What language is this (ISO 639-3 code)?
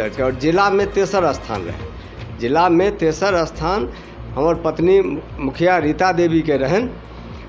mai